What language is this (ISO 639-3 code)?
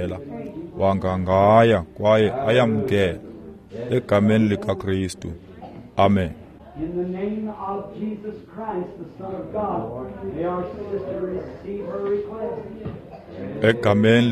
xho